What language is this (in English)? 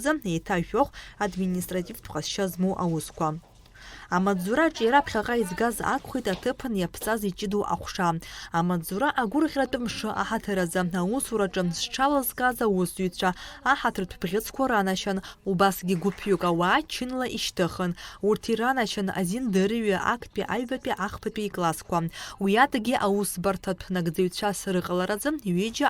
Abkhazian